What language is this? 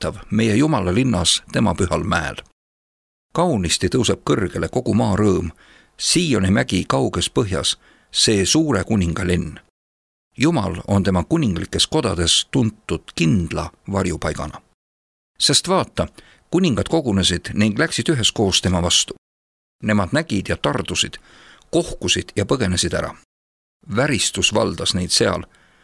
Estonian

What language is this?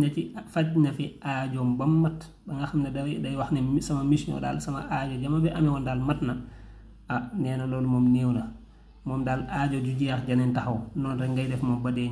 Wolof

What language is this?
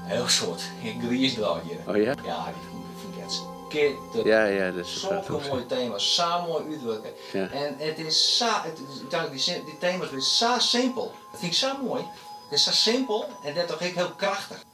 Western Frisian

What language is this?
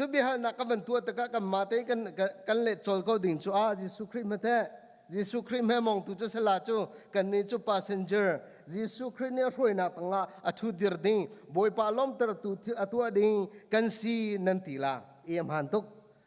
Hakha Chin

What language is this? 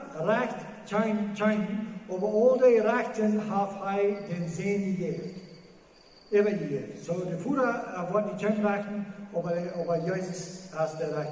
Plautdietsch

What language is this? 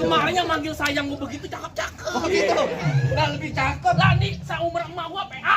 Betawi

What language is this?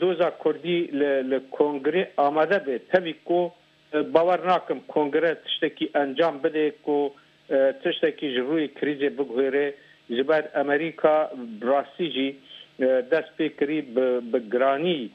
Kurdish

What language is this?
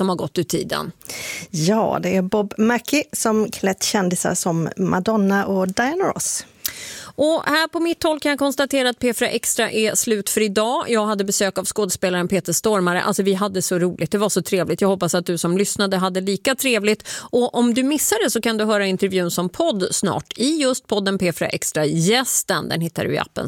Swedish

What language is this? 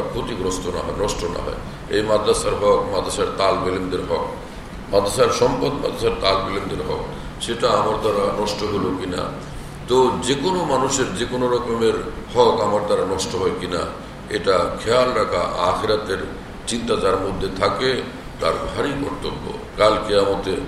Bangla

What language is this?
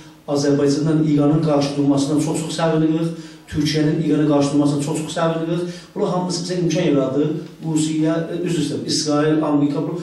South Azerbaijani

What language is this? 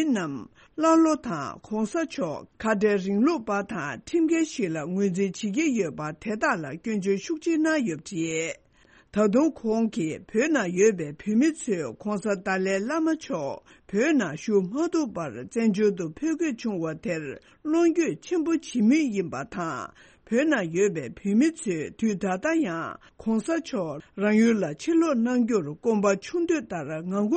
Tibetan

